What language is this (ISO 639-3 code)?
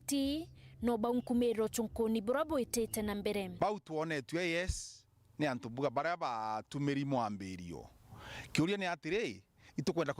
mer